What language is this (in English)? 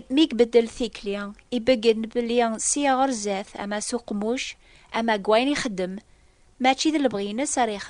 Kabyle